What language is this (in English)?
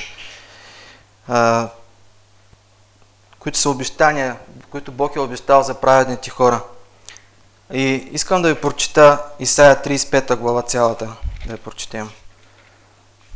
Bulgarian